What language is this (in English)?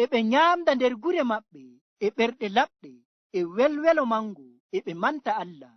Fula